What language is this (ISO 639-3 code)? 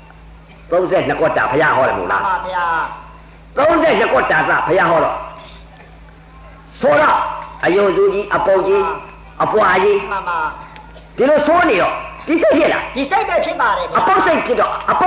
mya